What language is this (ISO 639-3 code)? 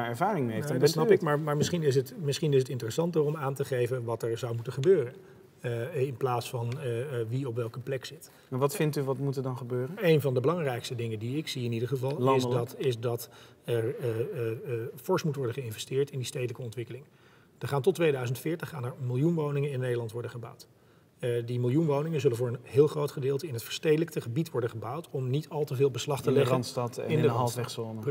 nld